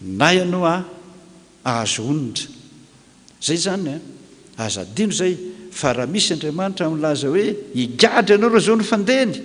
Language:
Malagasy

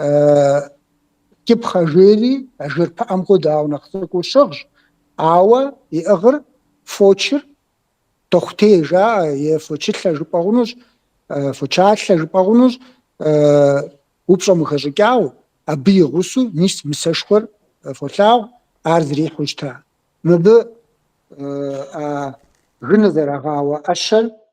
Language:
Kabardian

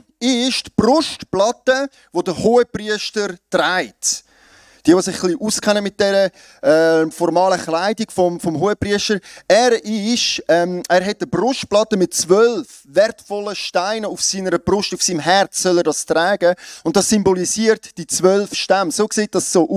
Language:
Swiss German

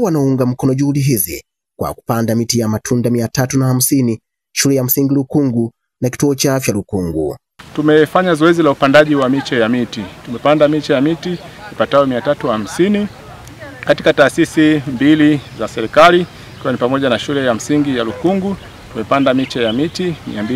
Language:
Swahili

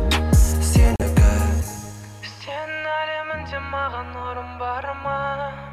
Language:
Kazakh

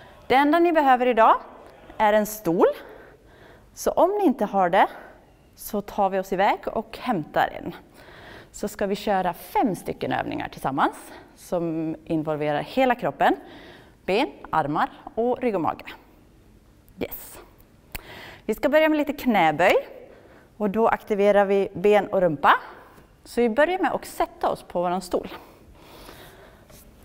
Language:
Swedish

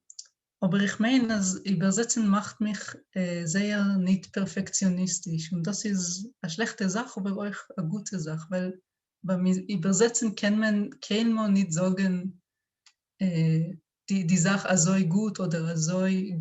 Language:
Yiddish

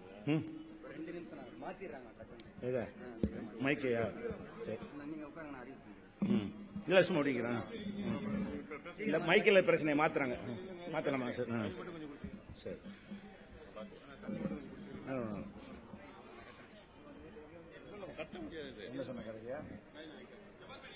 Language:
Tamil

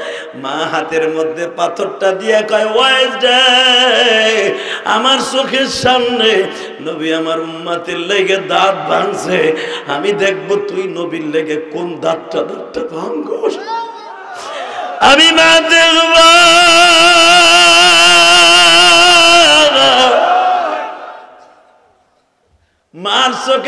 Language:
Bangla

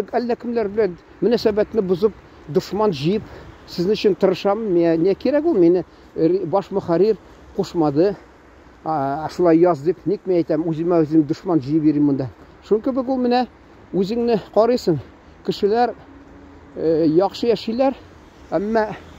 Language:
Tatar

